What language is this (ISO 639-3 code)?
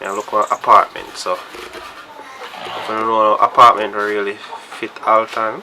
jam